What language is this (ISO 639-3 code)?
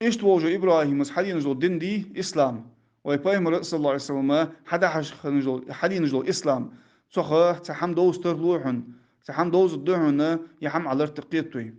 inh